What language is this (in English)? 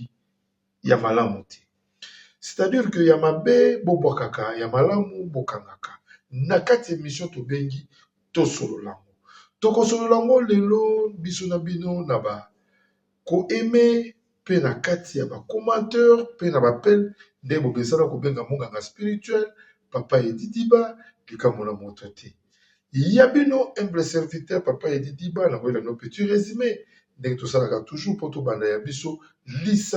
Lingala